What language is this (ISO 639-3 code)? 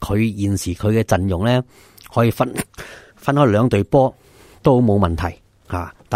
yue